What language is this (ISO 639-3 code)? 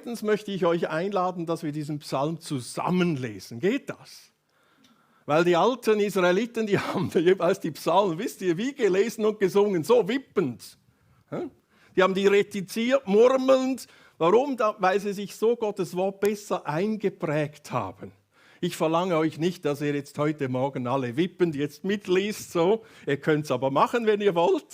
gsw